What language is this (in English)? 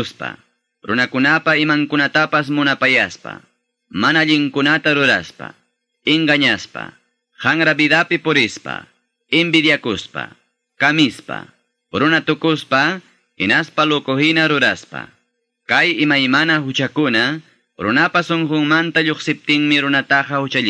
Quechua